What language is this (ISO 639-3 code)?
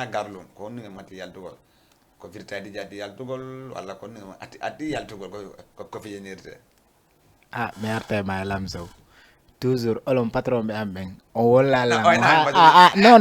ful